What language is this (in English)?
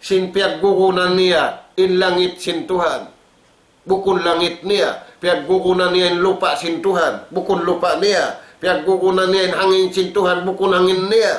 Tausug